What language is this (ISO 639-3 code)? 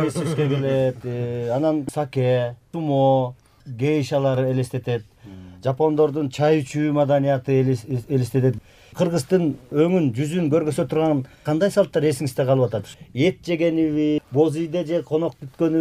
kir